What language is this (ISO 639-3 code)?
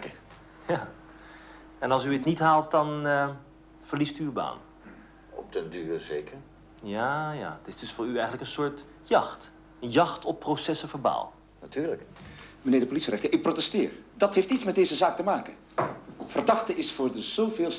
nld